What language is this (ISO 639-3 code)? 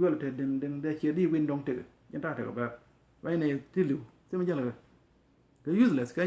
nus